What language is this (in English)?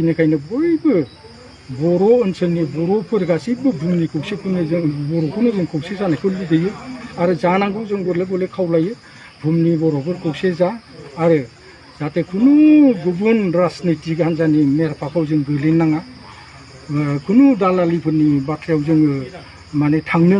Bodo